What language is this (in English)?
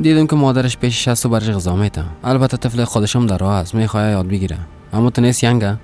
Persian